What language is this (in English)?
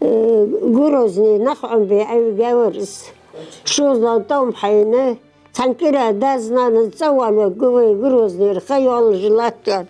Ingush